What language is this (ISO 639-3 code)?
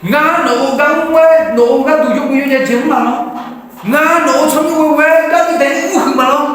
ahk